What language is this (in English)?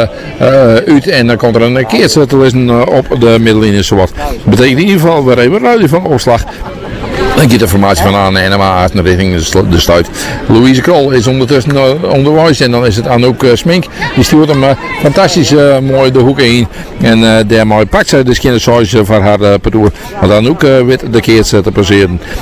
Dutch